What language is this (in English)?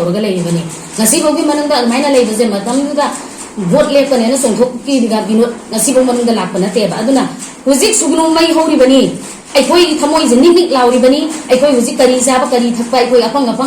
Manipuri